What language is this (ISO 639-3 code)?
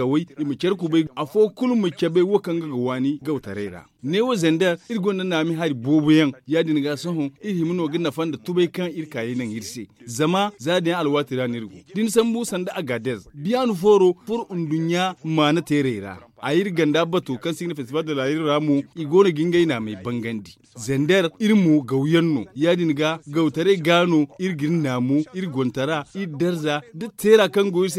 dje